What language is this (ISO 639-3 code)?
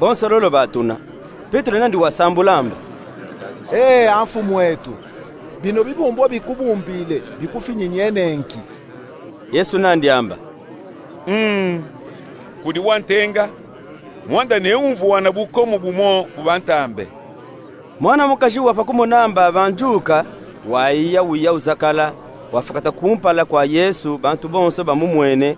lub